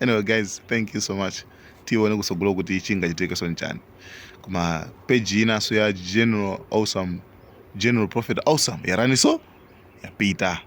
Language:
Nyanja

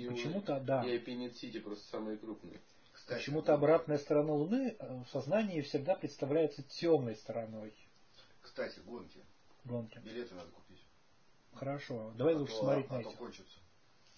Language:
Russian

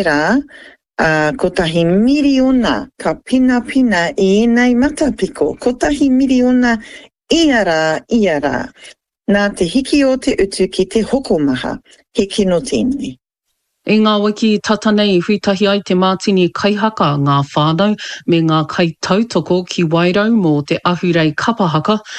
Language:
Māori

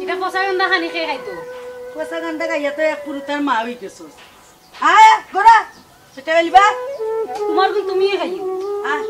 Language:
Sylheti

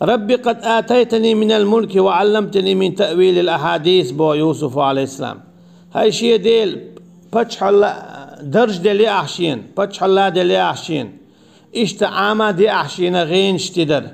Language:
Chechen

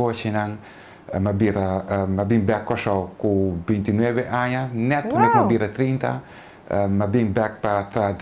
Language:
Papiamento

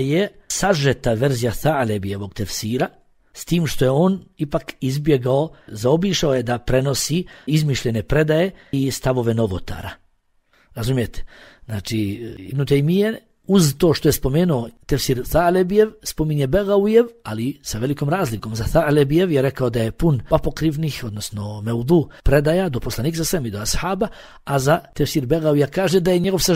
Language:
Bosnian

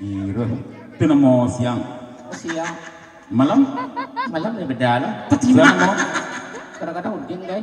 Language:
Minangkabau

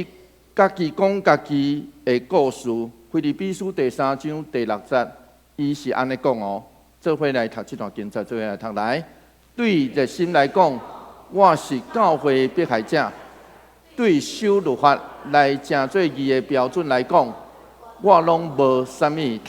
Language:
Min Nan Chinese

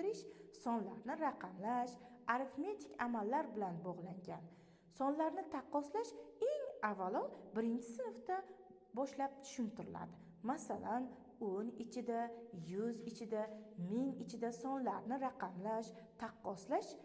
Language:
Uzbek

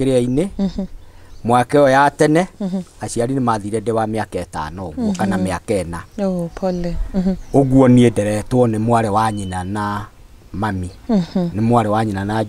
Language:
Kikuyu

